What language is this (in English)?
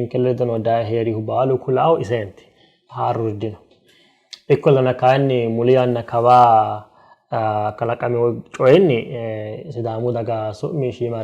Sidamo